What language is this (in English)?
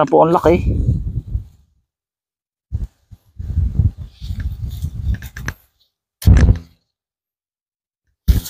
Filipino